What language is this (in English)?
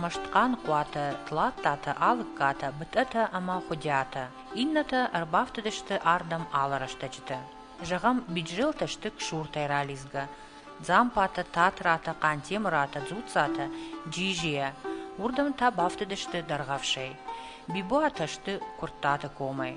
Ossetic